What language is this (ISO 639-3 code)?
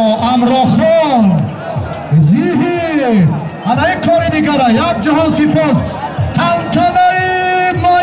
tgk